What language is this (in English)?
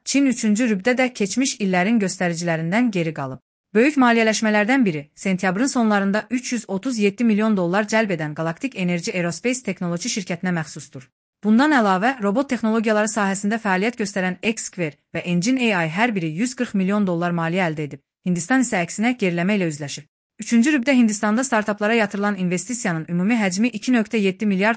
Azerbaijani